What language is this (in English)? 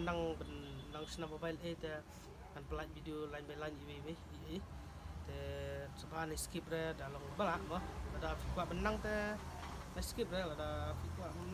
Khasi